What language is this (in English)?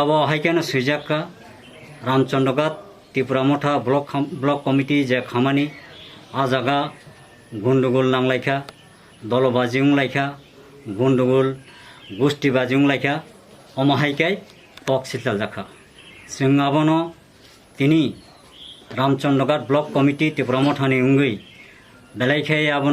Kok Borok